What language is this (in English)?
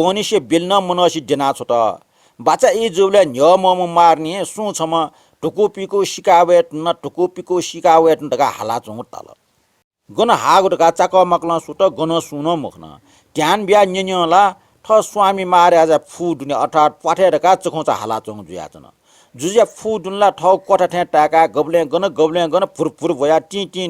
Newari